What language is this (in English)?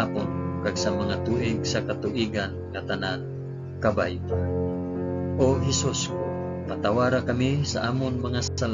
Hiligaynon